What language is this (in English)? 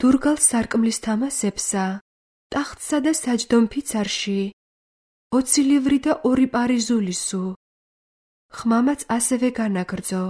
Georgian